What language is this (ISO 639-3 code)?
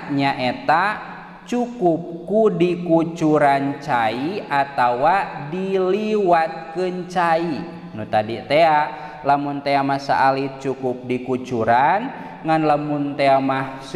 sun